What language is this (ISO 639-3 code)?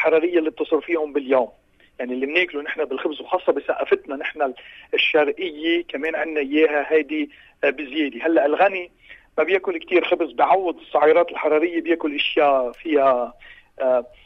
apc